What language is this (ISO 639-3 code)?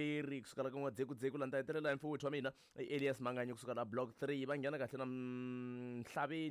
tso